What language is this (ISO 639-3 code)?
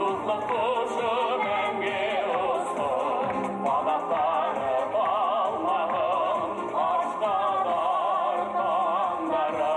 bak